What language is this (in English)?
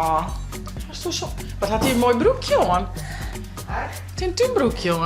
Western Frisian